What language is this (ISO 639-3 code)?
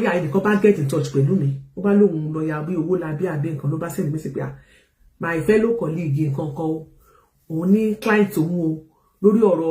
yor